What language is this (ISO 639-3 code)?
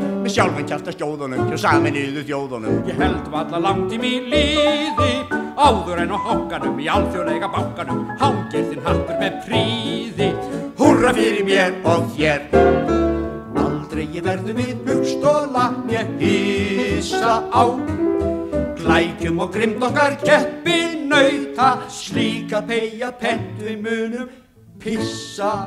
isl